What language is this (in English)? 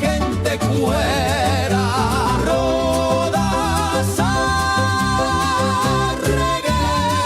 Guarani